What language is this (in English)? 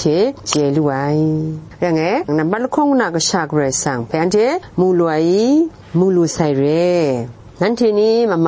Kachin